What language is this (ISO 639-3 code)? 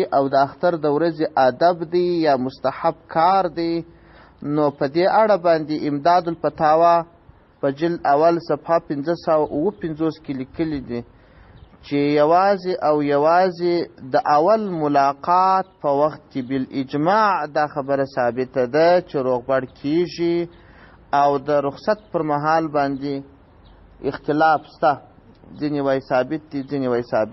pus